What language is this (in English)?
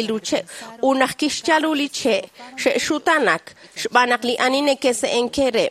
Kekchí